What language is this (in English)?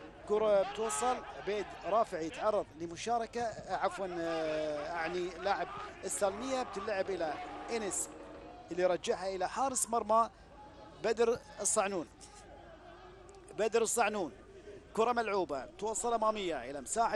Gulf Arabic